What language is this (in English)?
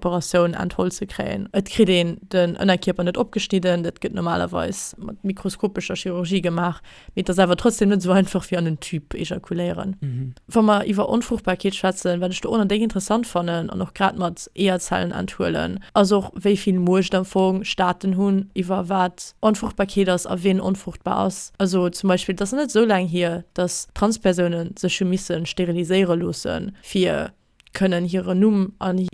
Luxembourgish